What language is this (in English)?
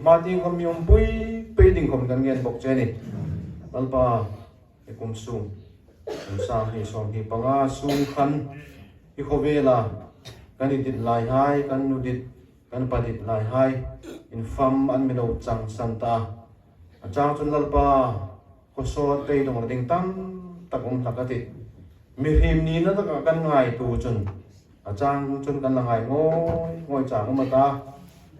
Hmar